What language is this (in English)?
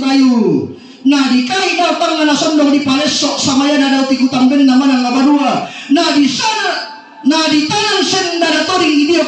Toraja-Sa'dan